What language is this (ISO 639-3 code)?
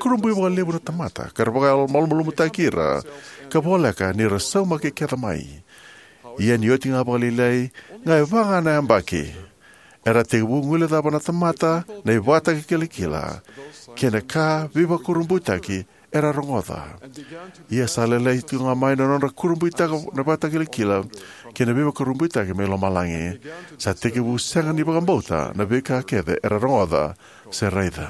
fij